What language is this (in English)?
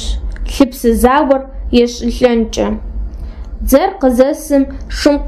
Adyghe